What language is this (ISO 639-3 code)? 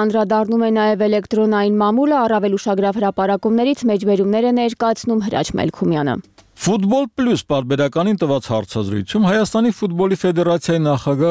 hye